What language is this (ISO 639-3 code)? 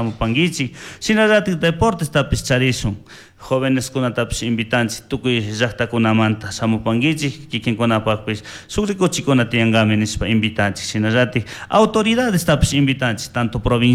qug